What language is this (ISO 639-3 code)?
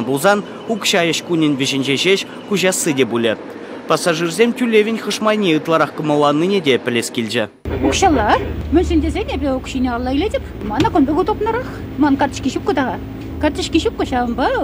chv